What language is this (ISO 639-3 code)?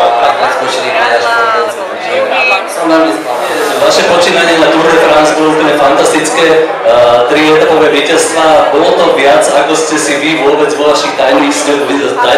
slk